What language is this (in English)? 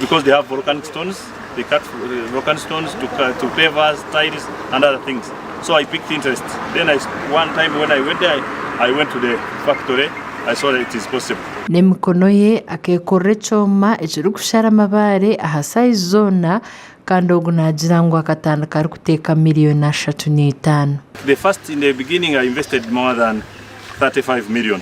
Nyankole